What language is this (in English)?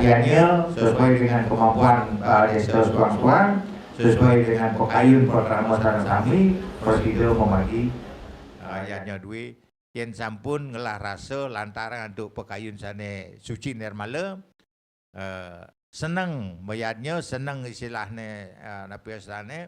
Balinese